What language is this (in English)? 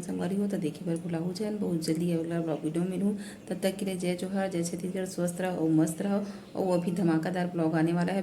Chhattisgarhi